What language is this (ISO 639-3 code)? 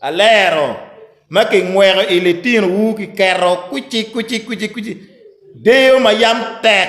ach